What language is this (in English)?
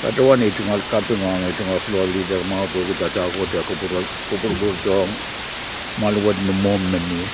Pohnpeian